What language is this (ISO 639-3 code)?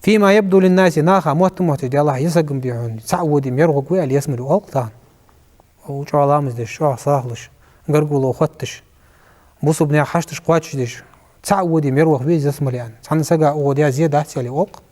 inh